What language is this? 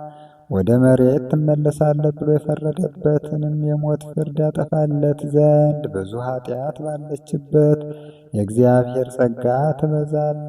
Amharic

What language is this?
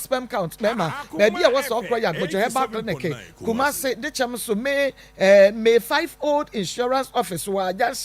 Akan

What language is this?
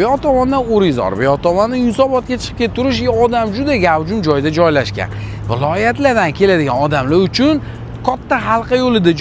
Uzbek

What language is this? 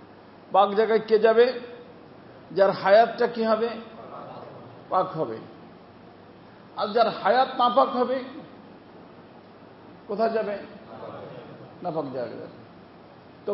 Bangla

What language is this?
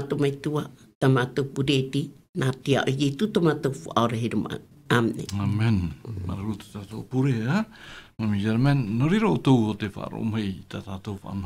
Tahitian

